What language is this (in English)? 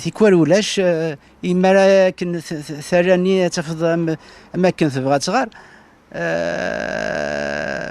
Kabyle